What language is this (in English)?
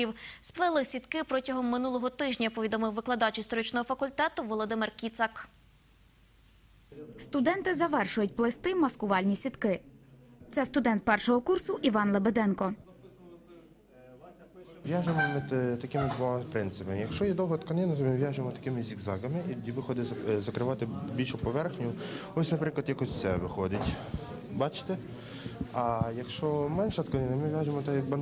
Ukrainian